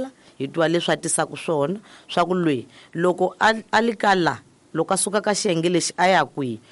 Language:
Tsonga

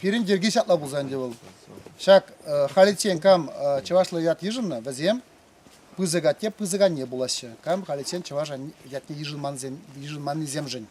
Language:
Chuvash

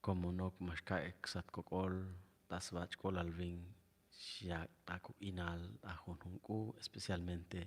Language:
Chuj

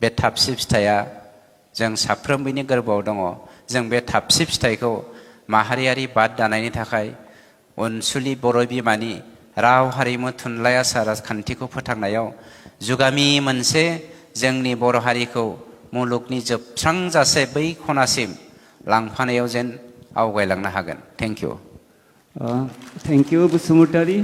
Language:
Bodo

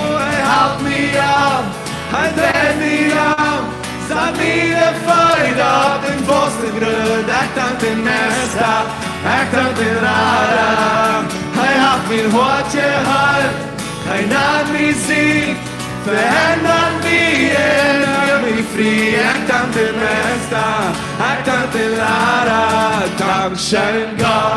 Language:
Plautdietsch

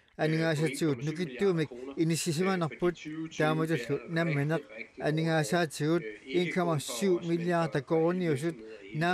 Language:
Kalaallisut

